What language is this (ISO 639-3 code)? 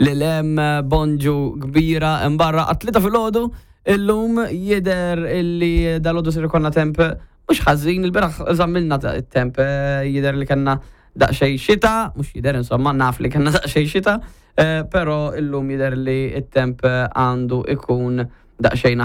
mlt